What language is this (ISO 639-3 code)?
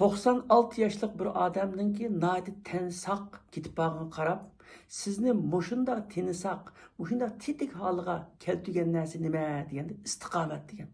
uig